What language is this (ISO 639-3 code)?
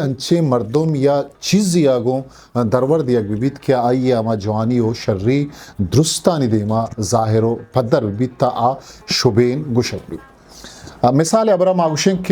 bgp